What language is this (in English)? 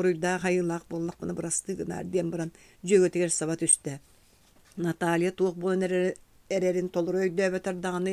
Yakut